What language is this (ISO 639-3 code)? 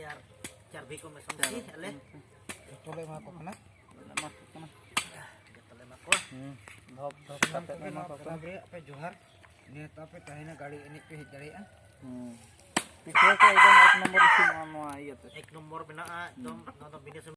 sat